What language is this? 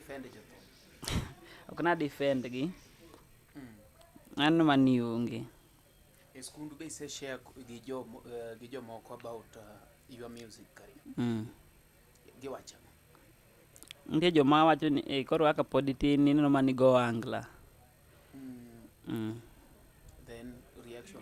Luo (Kenya and Tanzania)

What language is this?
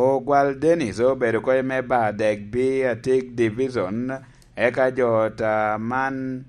Lango (Uganda)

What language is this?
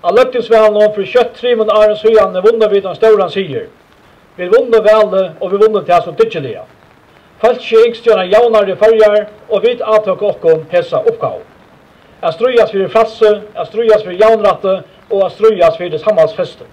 Faroese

